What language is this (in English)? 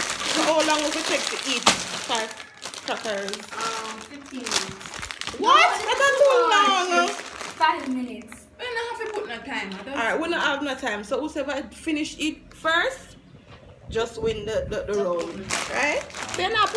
Jamaican Creole English